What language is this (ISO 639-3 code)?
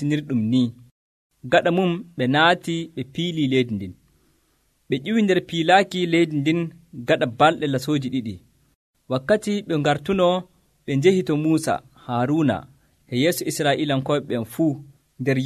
fuv